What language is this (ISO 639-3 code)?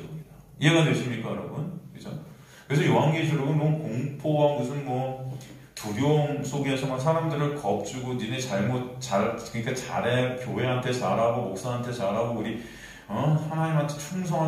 kor